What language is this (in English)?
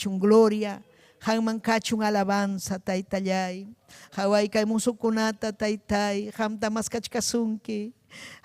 Ayacucho Quechua